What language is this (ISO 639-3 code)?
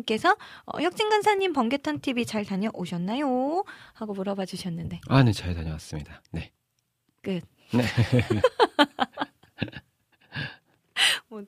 kor